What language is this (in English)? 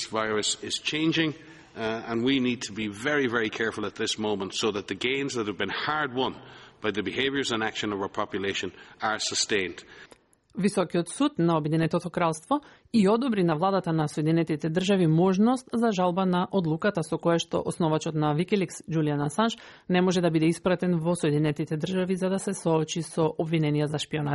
Macedonian